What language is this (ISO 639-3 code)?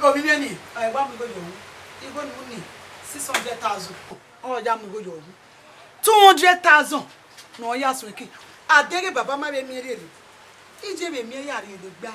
bin